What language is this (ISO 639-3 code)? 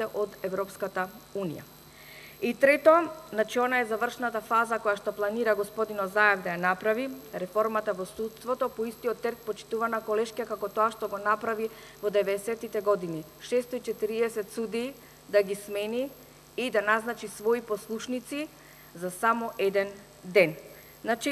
mkd